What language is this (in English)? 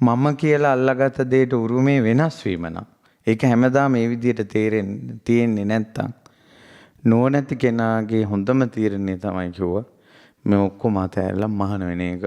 Sinhala